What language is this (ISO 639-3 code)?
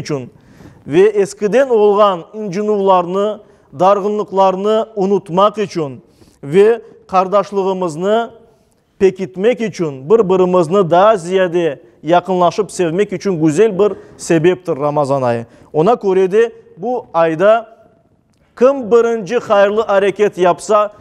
crh